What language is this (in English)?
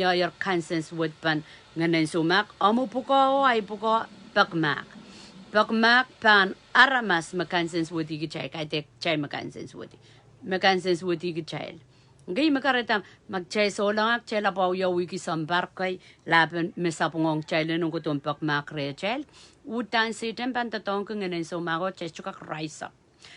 Pohnpeian